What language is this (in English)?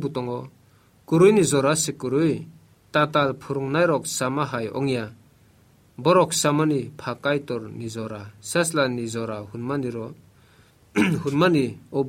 Kok Borok